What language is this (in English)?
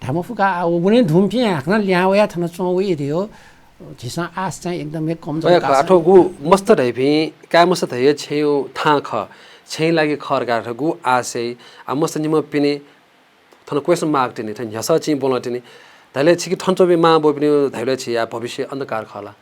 Newari